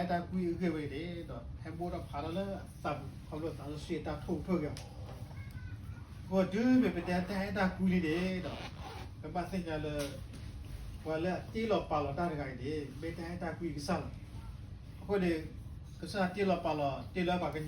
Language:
S'gaw Karen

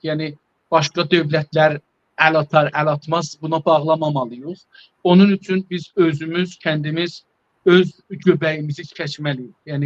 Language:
South Azerbaijani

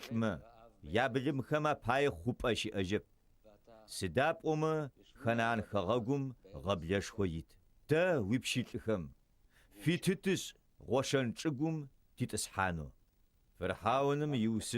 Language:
Adyghe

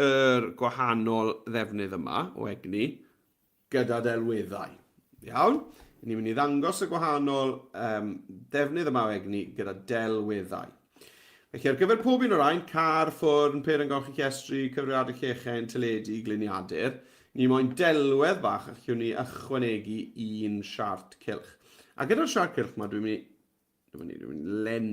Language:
Welsh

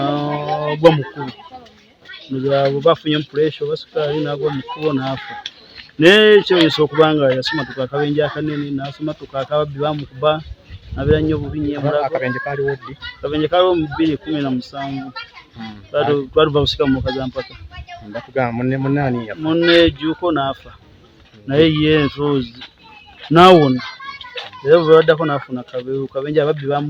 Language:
Ganda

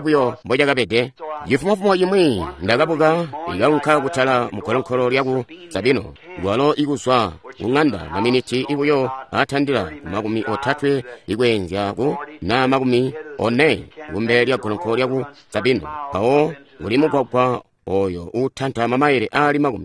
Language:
Tonga (Zambia)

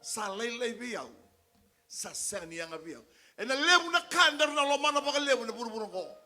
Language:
Fijian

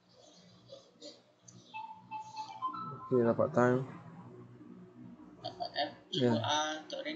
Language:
Malay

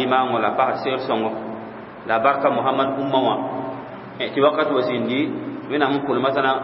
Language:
Mossi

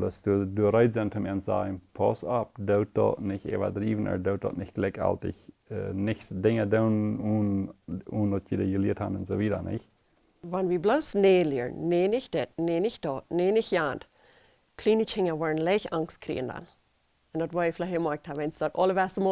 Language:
Plautdietsch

